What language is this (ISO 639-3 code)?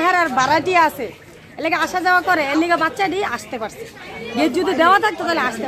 ben